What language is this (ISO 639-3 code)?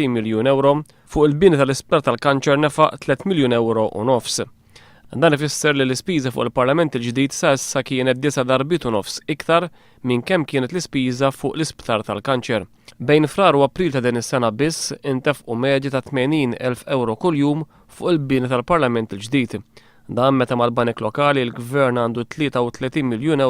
mlt